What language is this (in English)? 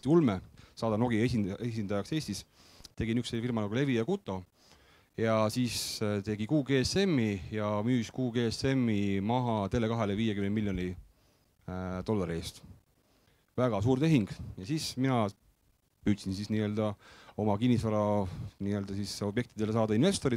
Estonian